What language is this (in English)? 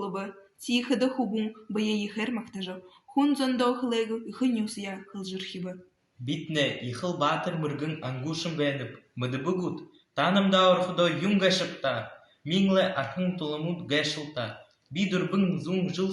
Buriat